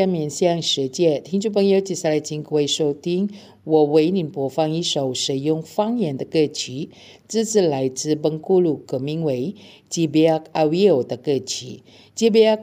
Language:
Chinese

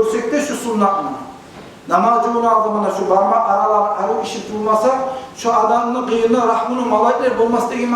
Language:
Kumyk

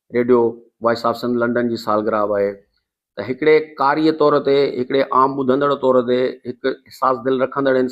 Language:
Sindhi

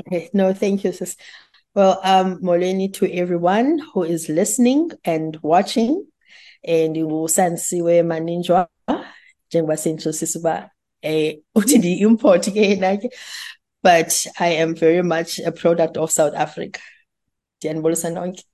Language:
Xhosa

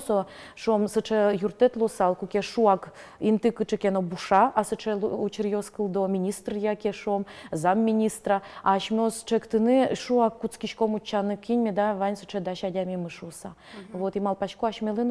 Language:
Udmurt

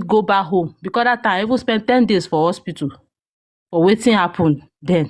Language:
Nigerian Pidgin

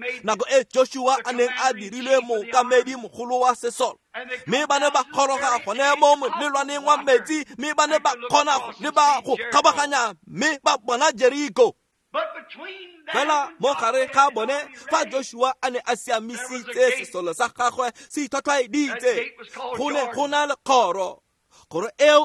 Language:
Tswana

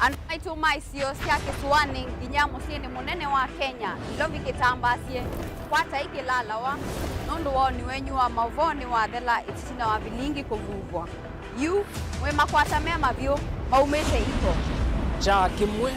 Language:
Kamba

